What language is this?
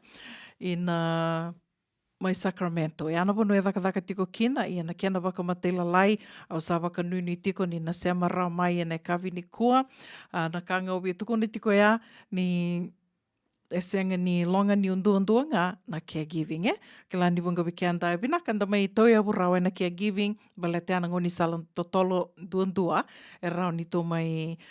Fijian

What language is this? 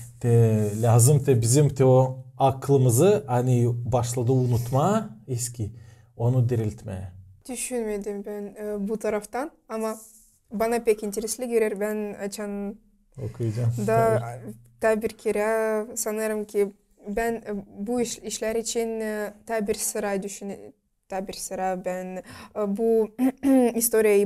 Gagauz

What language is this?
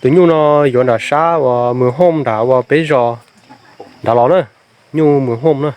Hmong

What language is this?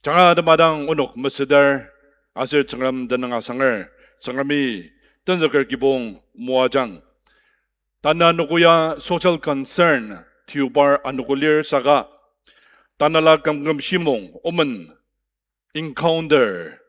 Ao Naga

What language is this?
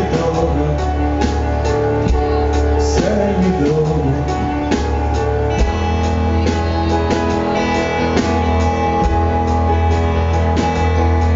Hungarian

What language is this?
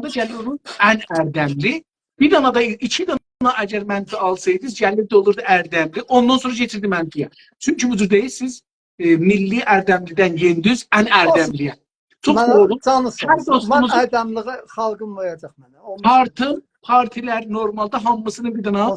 South Azerbaijani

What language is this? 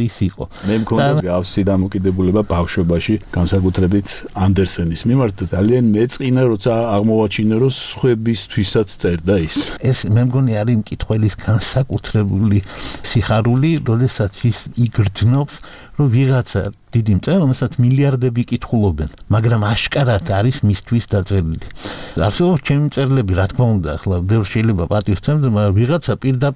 Georgian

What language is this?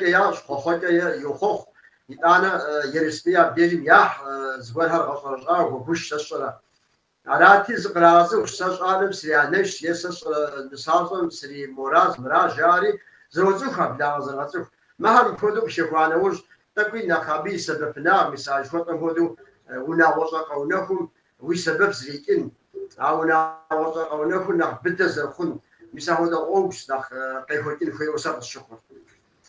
Kabardian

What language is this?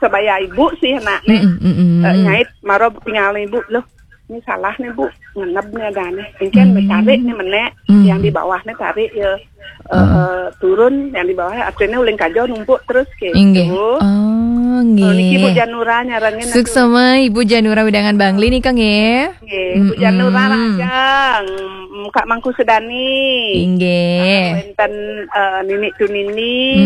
Balinese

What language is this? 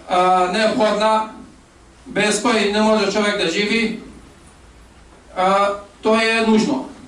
Bosnian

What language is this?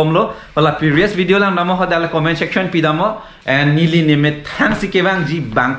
Karbi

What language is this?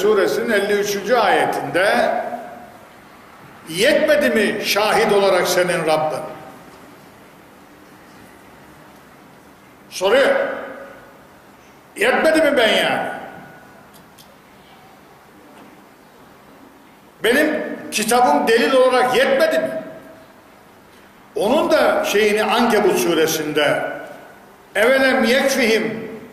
Turkish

